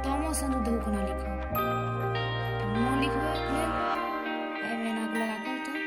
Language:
Maithili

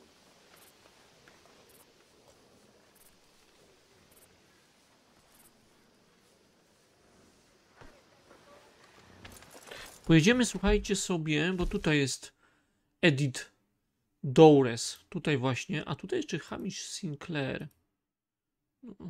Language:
Polish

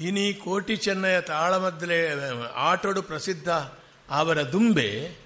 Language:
Tulu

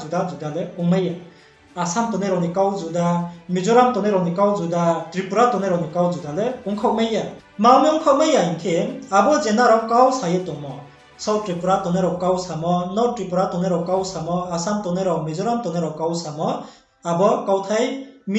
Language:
Riang (India)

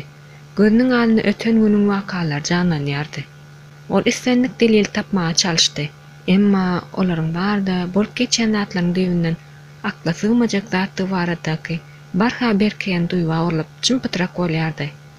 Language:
Turkmen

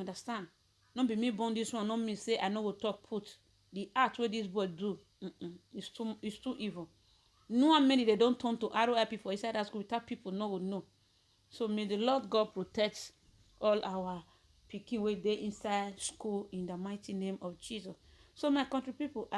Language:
Nigerian Pidgin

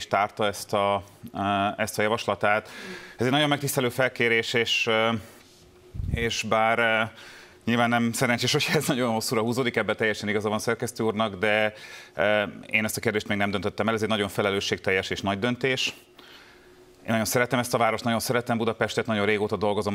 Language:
Hungarian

